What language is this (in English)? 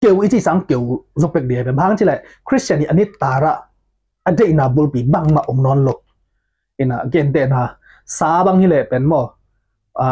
Tedim Chin